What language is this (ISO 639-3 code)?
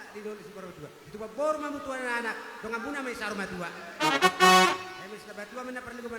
bbc